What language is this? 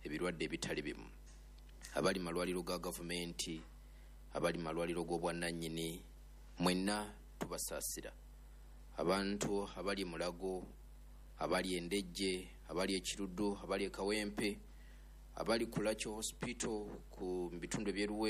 Ganda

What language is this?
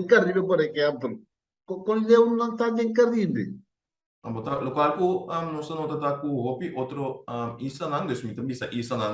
Papiamento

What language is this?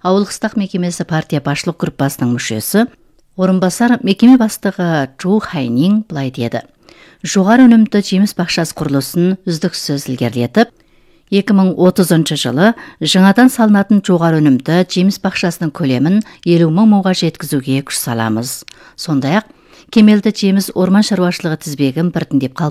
Kazakh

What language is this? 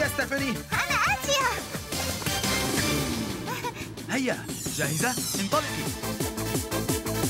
Arabic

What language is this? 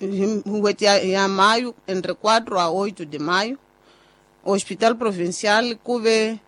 Tsonga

